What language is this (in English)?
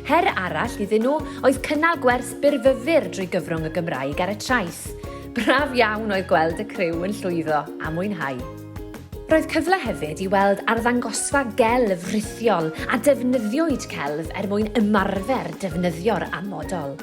Welsh